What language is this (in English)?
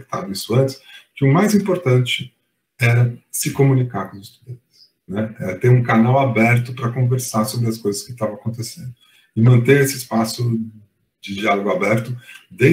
Portuguese